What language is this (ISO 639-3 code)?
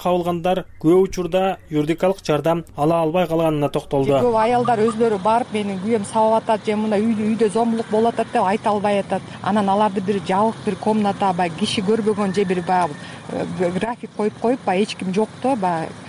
kir